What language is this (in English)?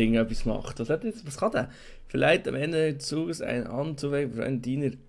Swiss German